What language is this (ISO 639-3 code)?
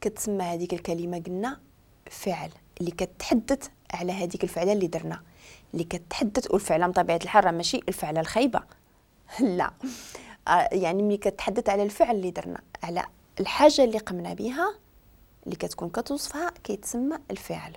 ary